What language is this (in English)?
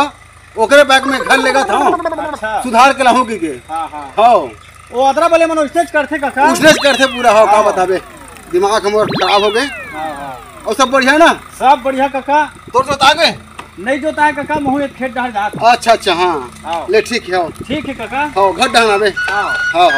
Chhattisgarhi